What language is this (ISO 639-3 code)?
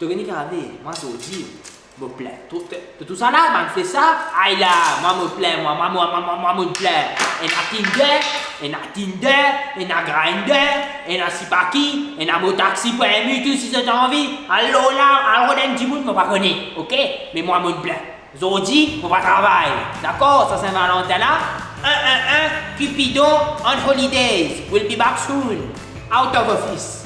mfe